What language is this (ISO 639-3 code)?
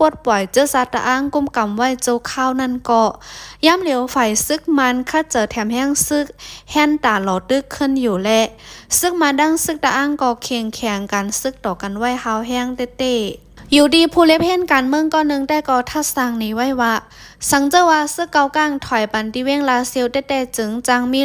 shn